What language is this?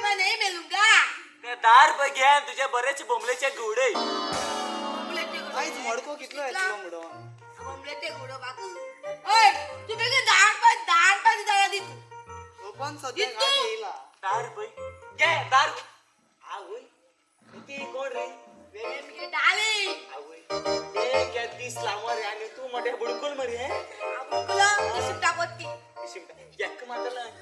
Konkani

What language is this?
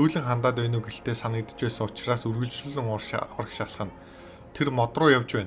Mongolian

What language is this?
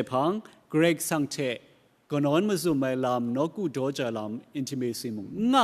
Kachin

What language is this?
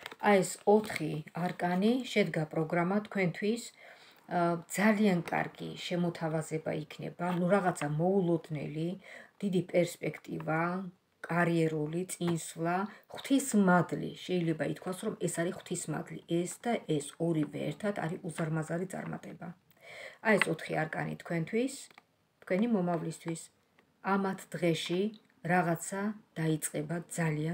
Georgian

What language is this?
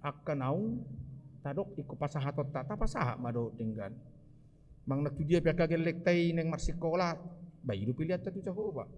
Batak Toba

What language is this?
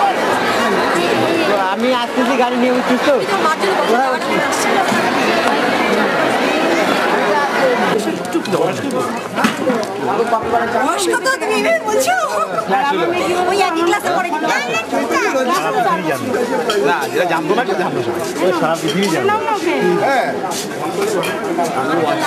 Bangla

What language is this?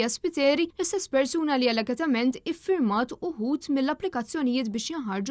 Maltese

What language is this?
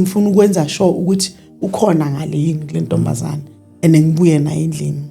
Zulu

